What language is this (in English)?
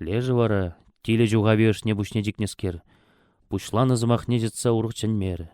Chuvash